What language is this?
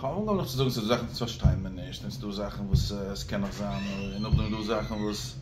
Yiddish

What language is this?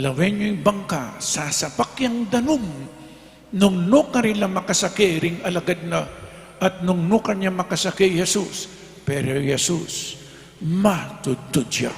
Pampanga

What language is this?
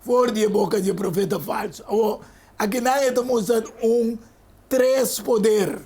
Papiamento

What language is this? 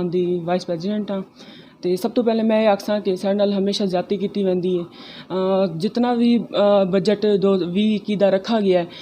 Saraiki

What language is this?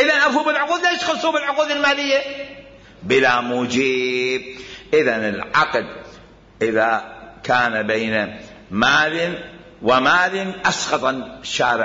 Mesopotamian Arabic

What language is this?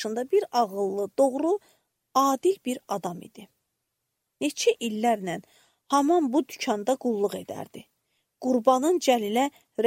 Azerbaijani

